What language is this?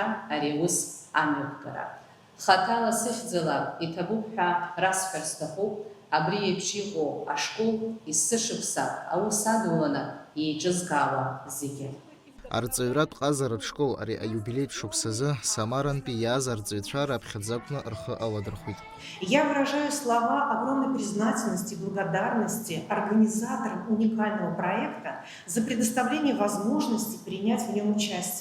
Abkhazian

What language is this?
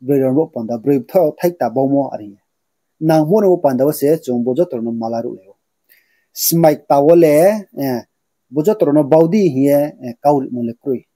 Riang (India)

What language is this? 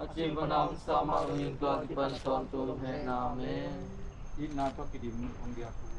Tedim Chin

